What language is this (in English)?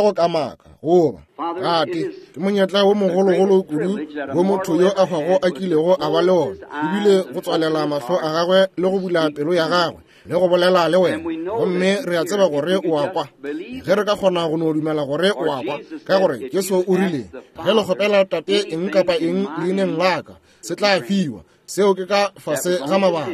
Northern Sotho